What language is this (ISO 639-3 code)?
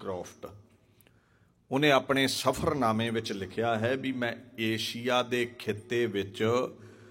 pan